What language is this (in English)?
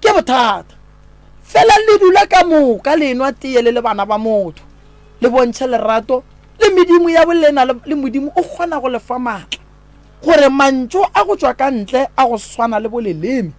Northern Sotho